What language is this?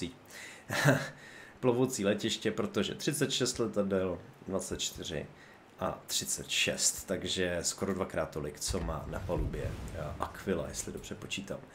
Czech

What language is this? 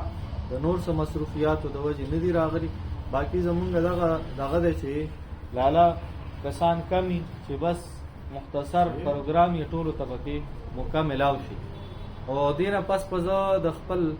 Pashto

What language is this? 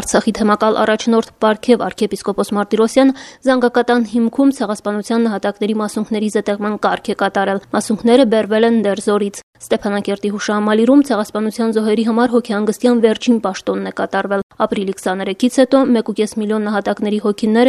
Armenian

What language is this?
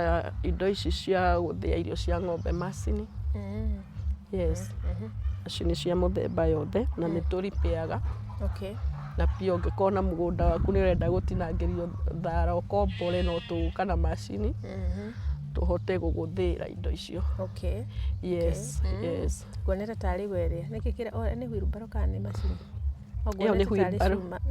Kikuyu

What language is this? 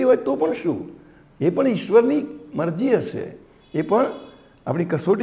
Gujarati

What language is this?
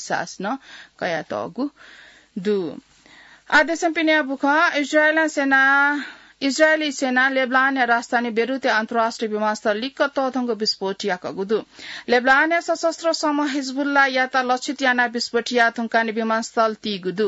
Newari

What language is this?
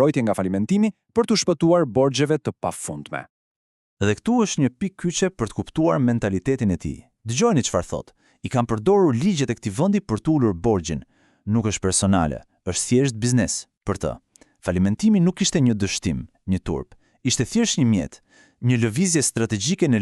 Albanian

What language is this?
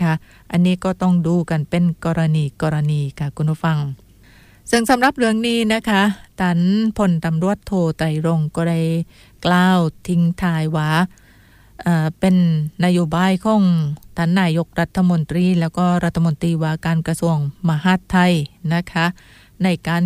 Thai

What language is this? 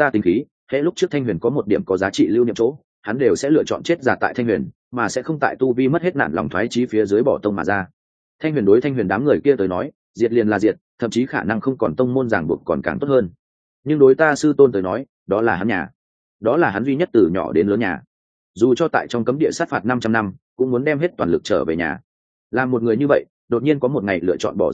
Vietnamese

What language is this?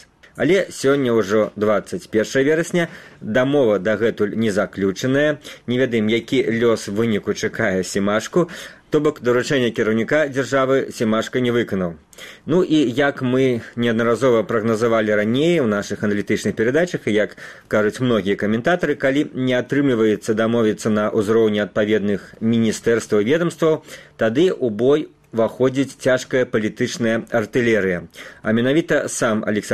Belarusian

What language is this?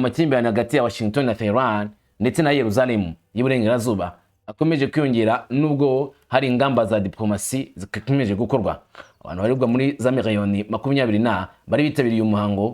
Kinyarwanda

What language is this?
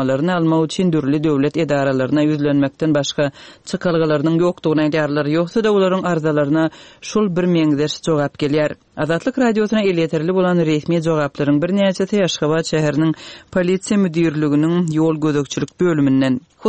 Turkmen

